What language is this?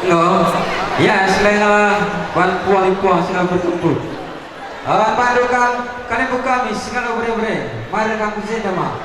Batak Karo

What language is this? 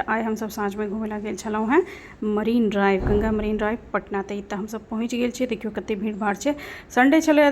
Maithili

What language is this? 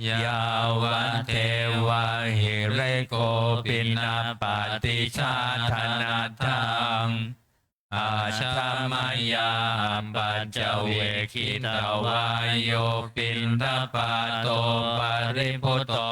Pali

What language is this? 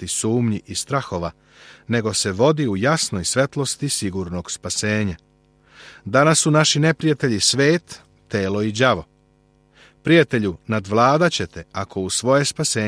Serbian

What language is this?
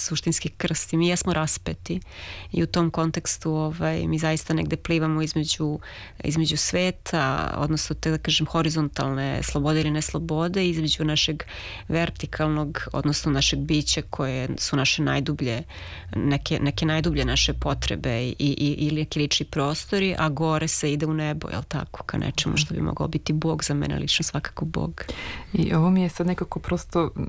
Serbian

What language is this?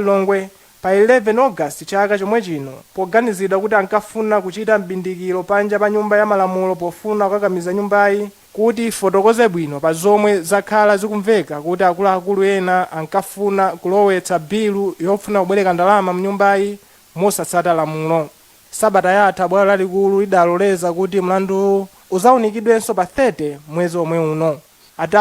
Nyanja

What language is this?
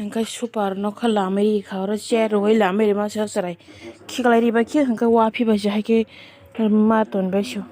Kok Borok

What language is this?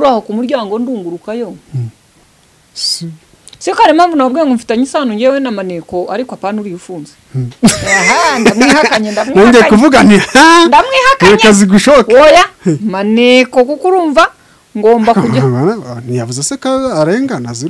Kinyarwanda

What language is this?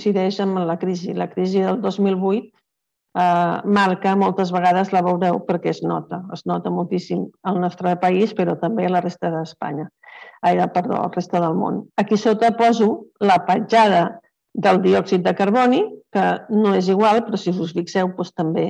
Catalan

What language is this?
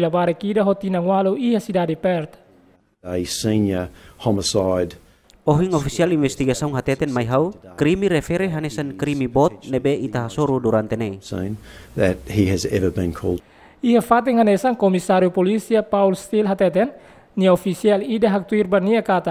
Tetum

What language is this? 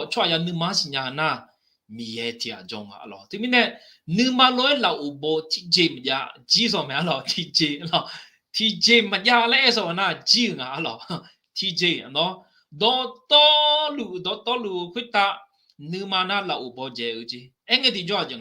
Akha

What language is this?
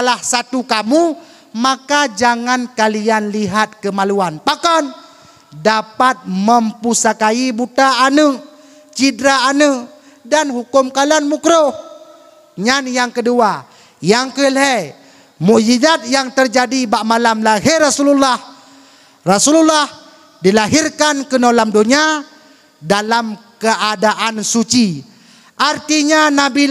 Achinese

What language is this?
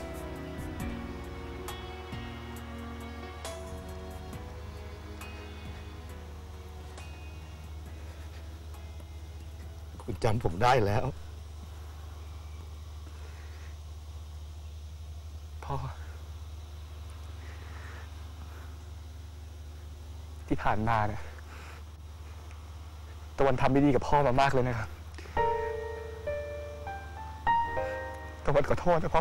Thai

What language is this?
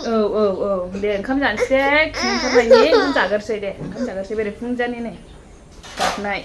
Bodo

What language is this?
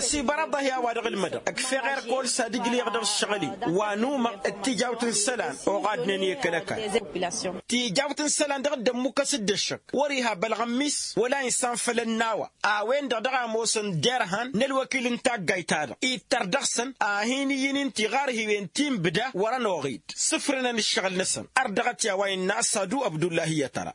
Tamasheq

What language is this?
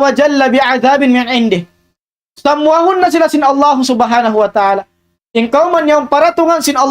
Tausug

